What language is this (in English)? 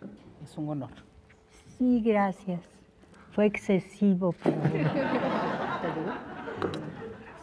Spanish